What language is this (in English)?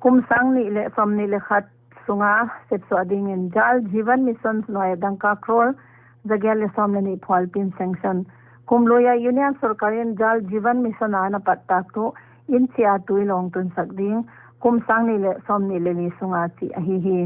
Paite Chin